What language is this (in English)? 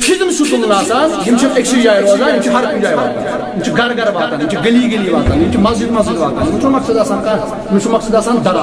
Kashmiri